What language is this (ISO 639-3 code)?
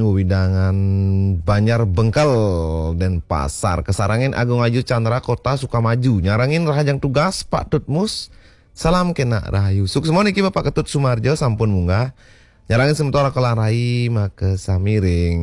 ban